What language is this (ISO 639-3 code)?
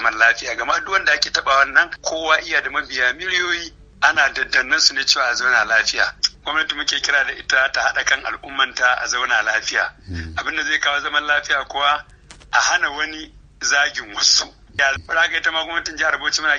hau